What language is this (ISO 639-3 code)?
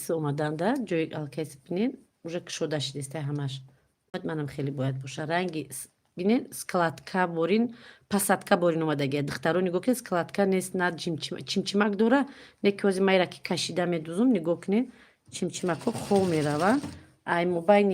tgk